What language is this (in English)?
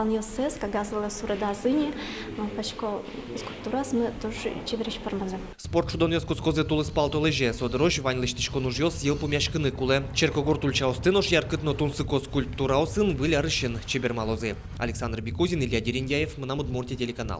Udmurt